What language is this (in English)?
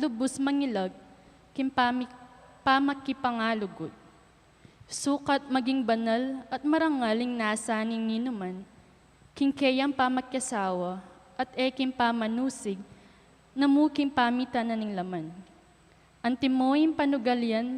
Pampanga